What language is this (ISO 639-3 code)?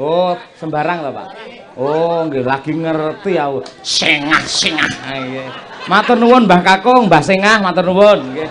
jav